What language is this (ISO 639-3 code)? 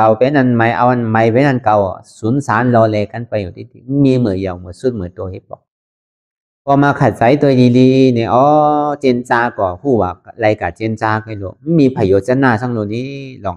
shn